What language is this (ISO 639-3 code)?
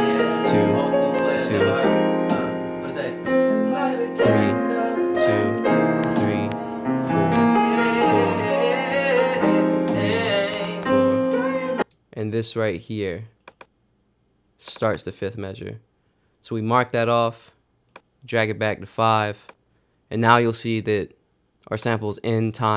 eng